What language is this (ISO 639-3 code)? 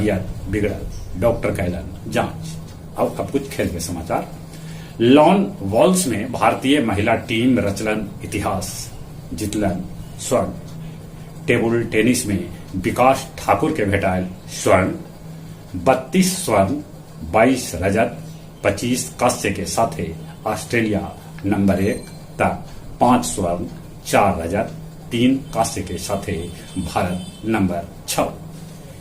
mag